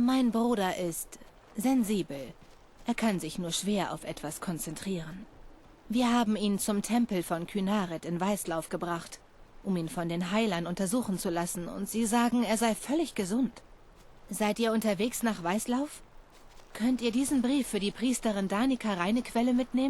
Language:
Bavarian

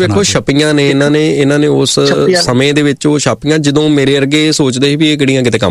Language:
Punjabi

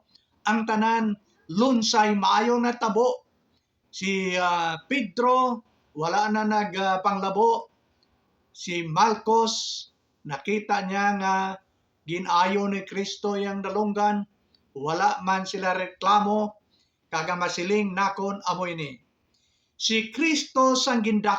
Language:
Hiligaynon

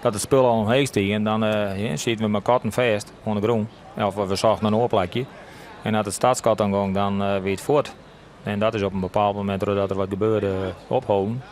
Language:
Western Frisian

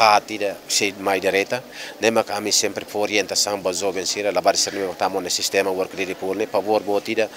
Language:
Tetum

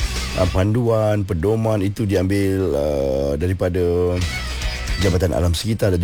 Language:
Malay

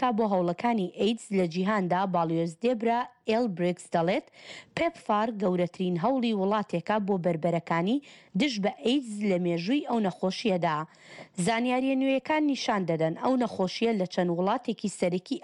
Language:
Central Kurdish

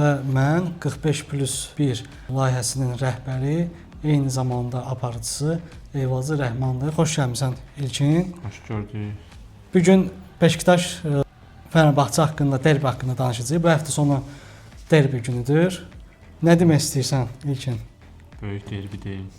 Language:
Azerbaijani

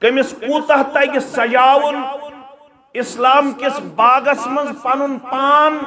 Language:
Kashmiri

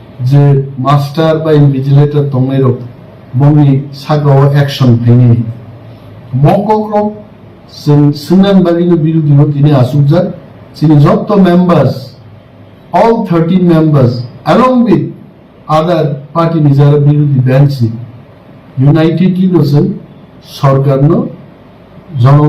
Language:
Kok Borok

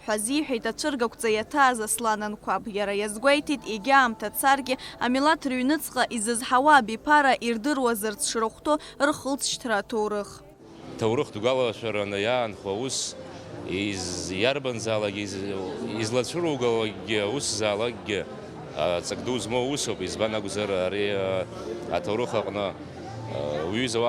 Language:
Abkhazian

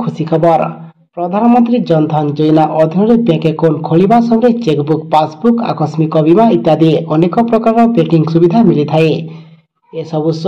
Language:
Odia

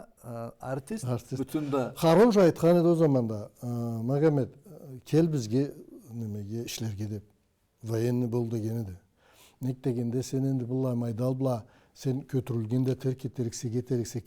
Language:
Karachay-Balkar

